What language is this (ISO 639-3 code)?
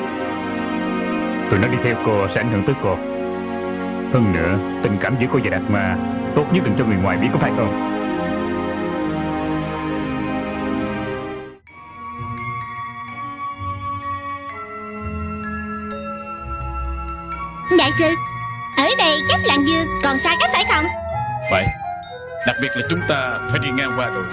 vie